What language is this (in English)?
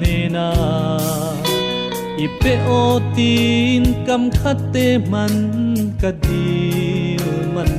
Falam Chin